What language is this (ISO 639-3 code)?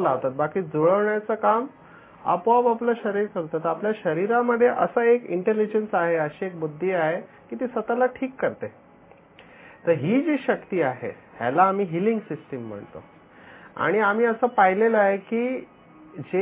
mar